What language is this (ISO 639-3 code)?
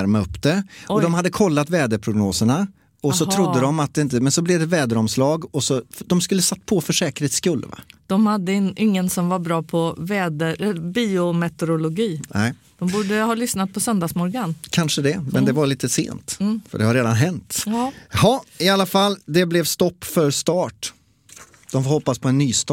swe